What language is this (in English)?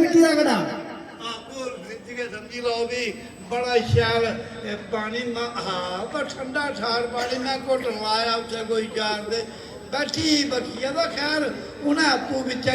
Dogri